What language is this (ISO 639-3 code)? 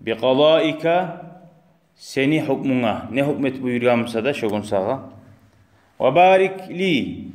kum